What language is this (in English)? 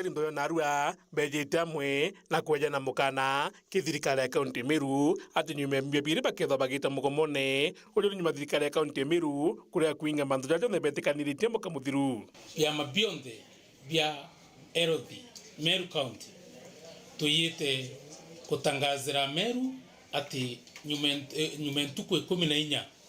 Meru